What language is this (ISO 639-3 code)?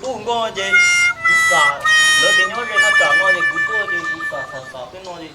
hmn